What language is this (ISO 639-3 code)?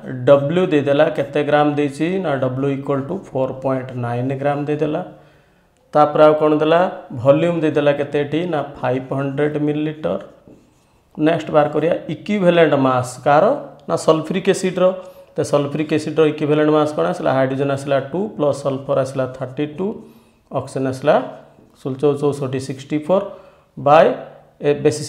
ori